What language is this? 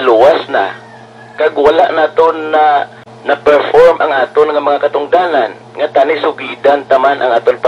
Hiligaynon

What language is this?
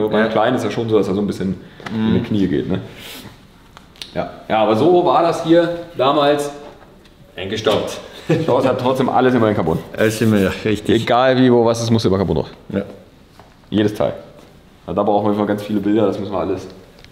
German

